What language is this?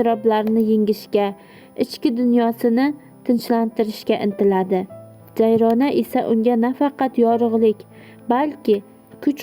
Uzbek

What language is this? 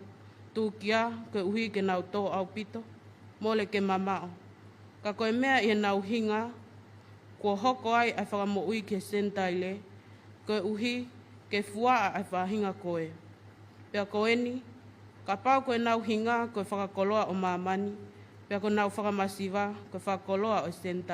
Tongan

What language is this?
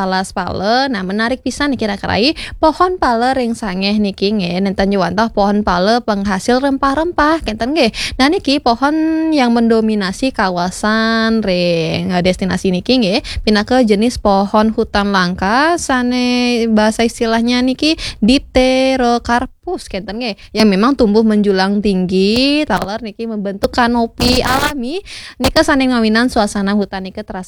Balinese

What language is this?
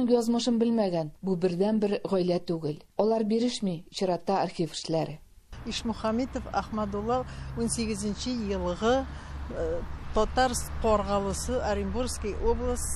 Tatar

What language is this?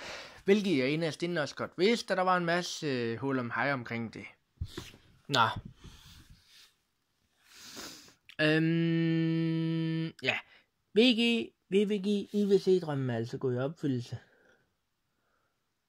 Danish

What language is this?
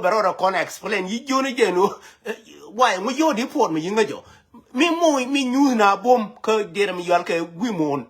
Nuer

